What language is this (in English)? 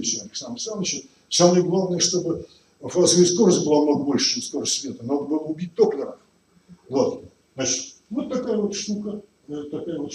Russian